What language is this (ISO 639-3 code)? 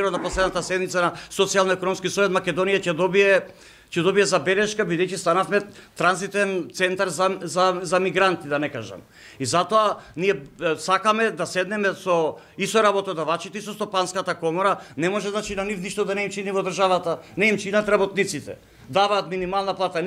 mkd